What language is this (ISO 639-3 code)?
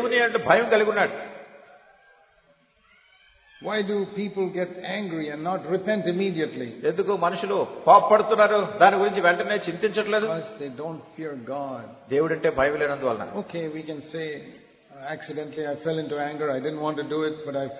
tel